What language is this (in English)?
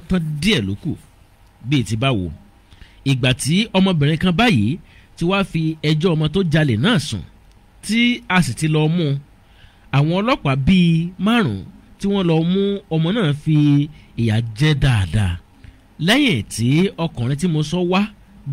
Yoruba